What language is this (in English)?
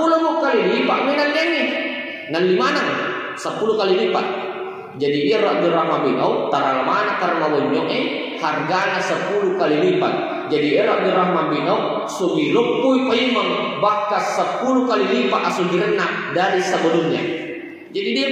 Buginese